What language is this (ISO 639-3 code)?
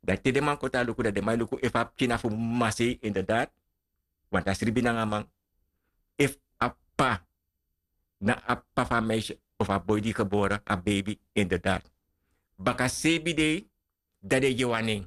srn